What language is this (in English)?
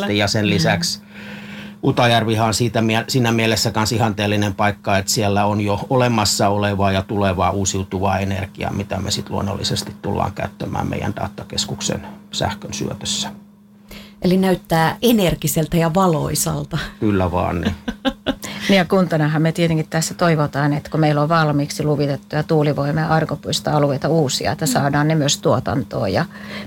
Finnish